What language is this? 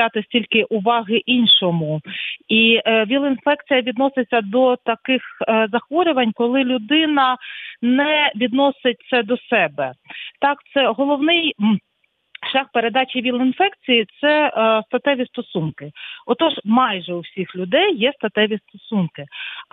Ukrainian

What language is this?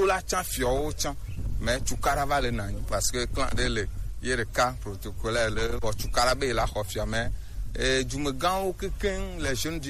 Gen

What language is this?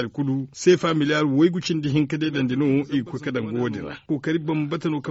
Zarma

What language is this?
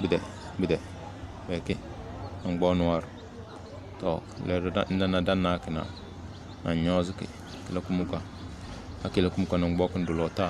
Tem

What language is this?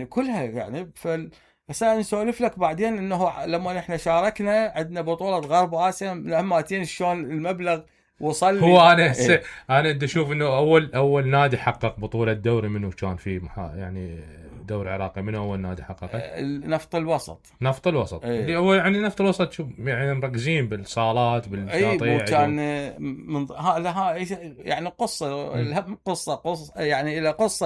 Mesopotamian Arabic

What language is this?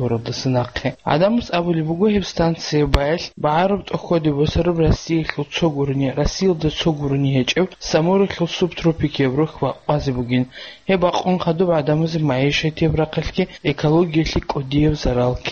Avaric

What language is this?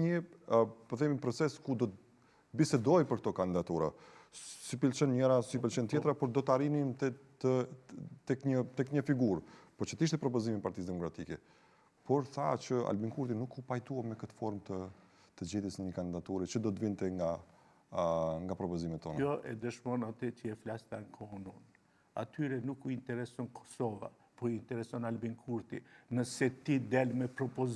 Albanian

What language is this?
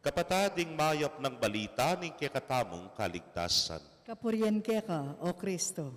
Pampanga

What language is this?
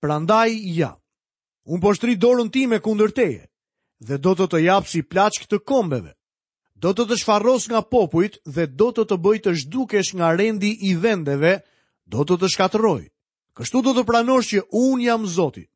Albanian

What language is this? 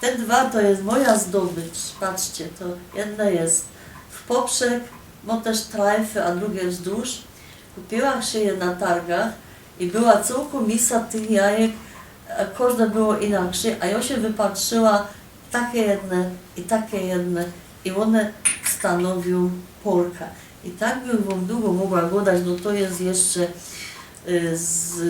Silesian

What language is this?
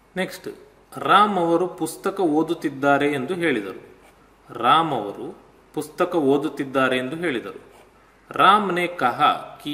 Kannada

